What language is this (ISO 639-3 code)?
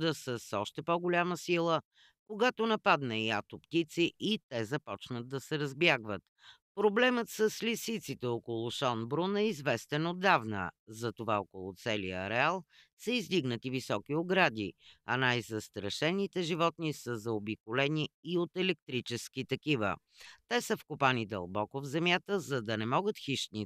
bul